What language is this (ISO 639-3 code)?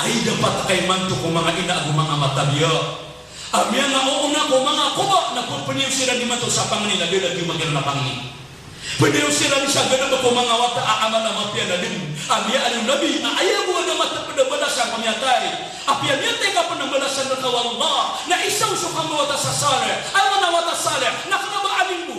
mrw